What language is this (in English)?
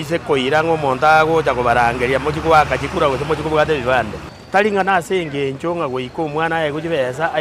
Gusii